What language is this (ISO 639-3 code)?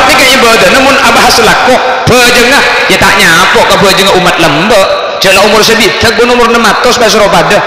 mad